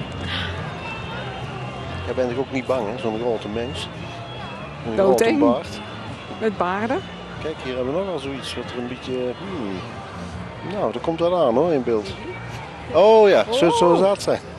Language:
Dutch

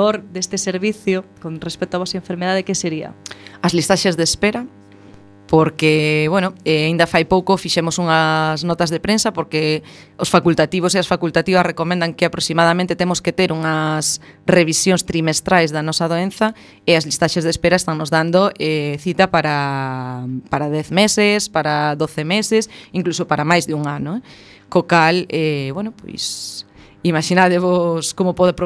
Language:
Galician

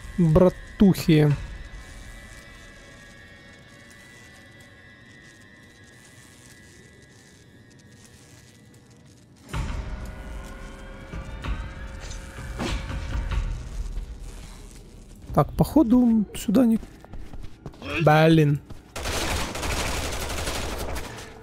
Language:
Russian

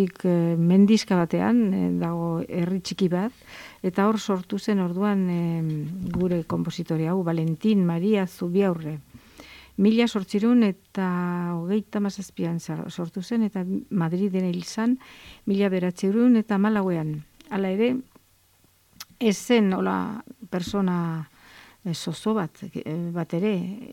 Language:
Basque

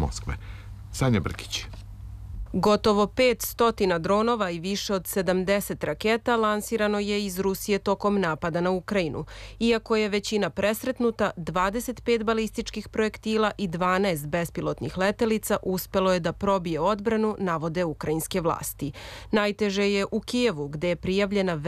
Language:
Serbian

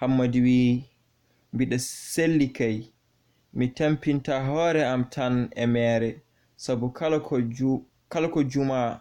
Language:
Fula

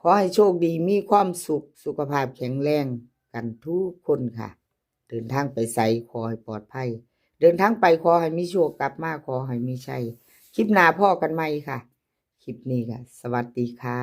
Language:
Northeastern Thai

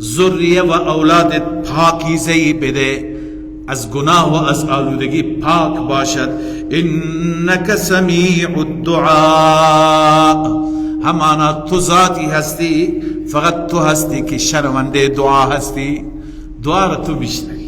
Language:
Persian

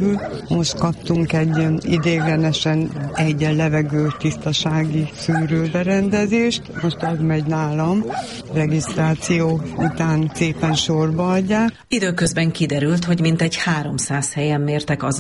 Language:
Hungarian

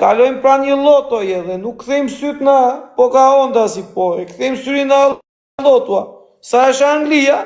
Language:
Albanian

